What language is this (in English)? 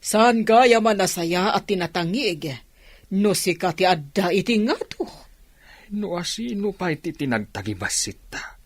Iloko